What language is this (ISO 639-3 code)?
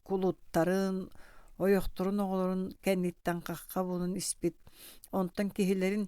sah